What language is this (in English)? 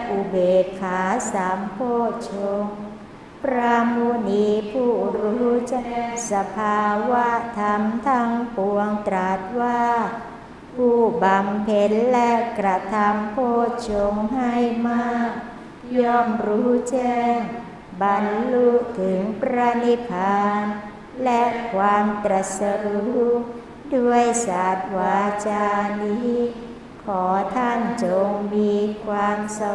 Thai